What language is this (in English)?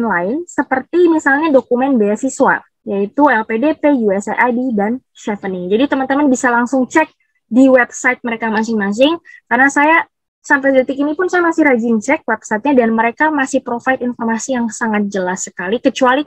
Indonesian